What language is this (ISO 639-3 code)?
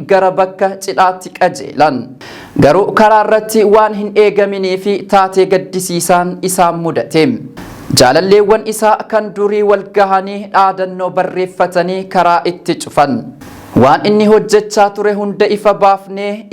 orm